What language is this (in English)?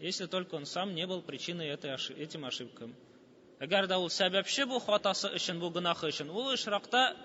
Tatar